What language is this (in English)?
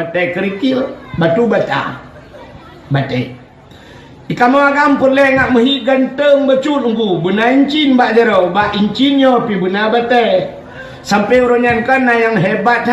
Achinese